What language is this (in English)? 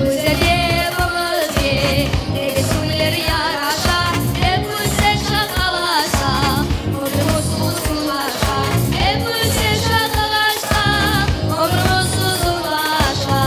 Crimean Tatar